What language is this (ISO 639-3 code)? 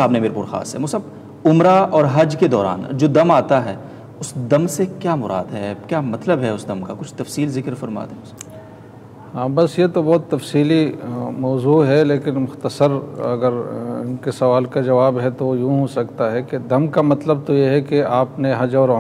urd